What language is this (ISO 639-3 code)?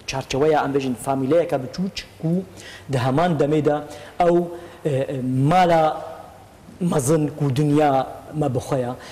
kur